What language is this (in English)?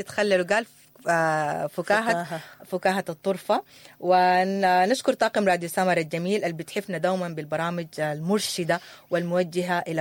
Sudanese Arabic